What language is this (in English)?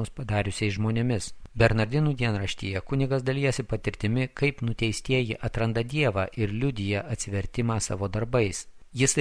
Lithuanian